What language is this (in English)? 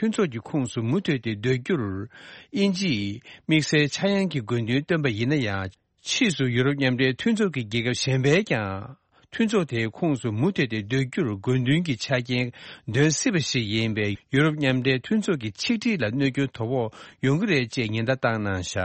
Tibetan